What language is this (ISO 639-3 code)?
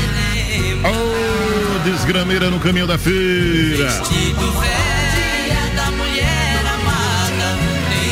por